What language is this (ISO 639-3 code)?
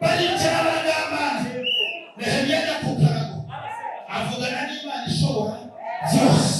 kin